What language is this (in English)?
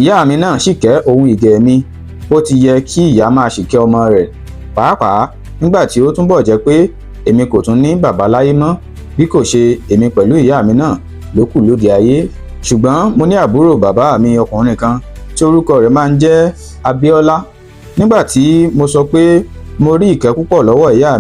Yoruba